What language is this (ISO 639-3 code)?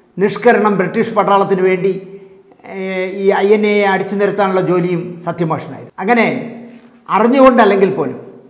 mal